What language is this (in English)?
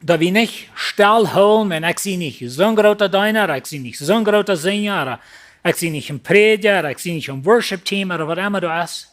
Plautdietsch